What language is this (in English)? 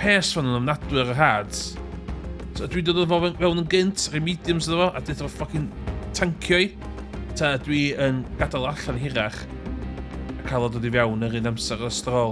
Welsh